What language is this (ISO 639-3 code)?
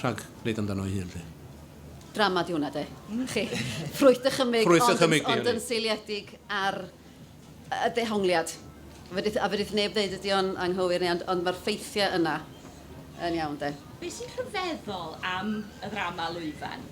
cym